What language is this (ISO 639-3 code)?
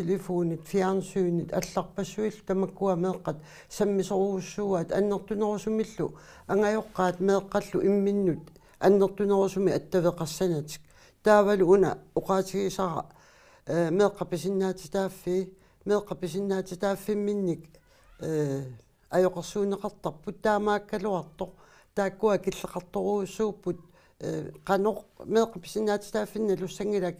kal